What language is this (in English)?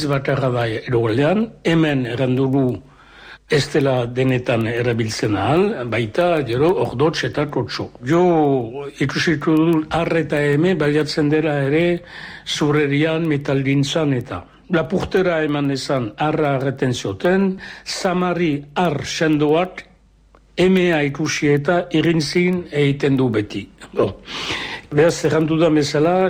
Basque